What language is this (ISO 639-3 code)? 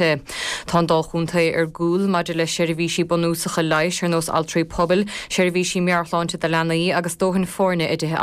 gle